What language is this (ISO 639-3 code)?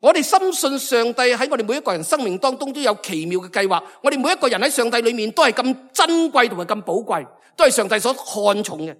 yue